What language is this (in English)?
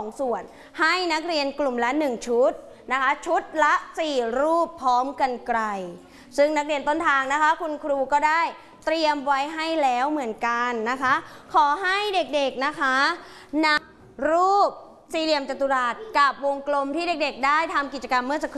Thai